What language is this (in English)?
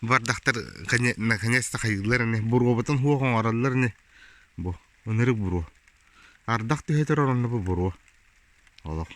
Yakut